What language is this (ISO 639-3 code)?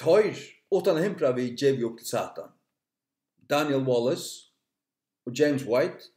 fao